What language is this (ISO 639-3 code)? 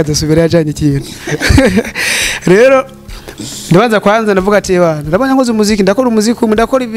run